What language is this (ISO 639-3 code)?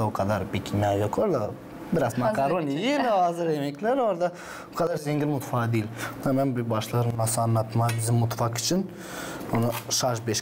gag